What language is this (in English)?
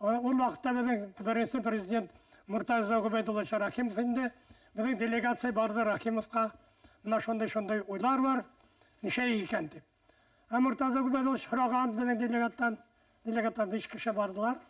Bashkir